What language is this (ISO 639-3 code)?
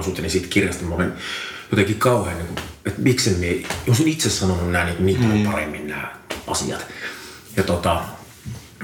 fin